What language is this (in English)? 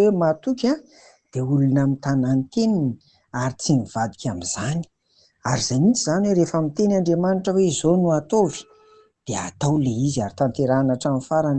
Malagasy